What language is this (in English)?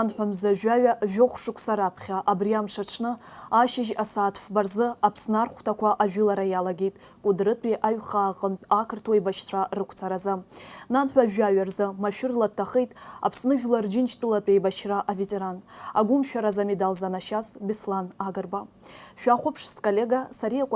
Abkhazian